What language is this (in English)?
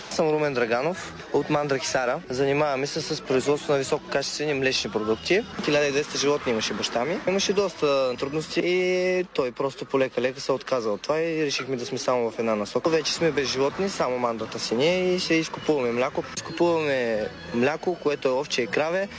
Bulgarian